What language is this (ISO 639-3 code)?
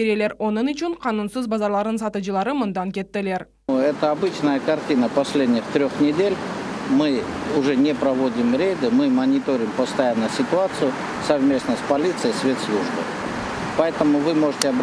crh